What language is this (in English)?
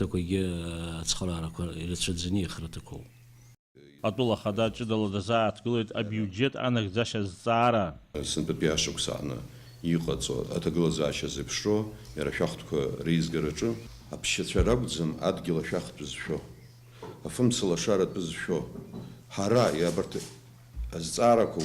Abkhazian